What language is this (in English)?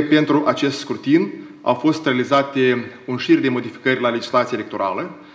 Romanian